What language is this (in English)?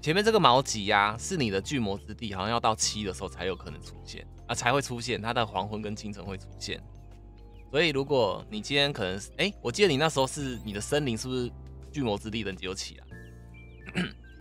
Chinese